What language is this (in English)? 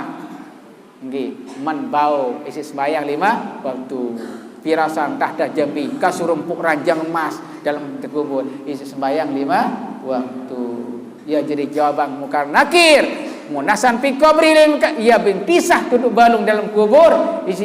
Sasak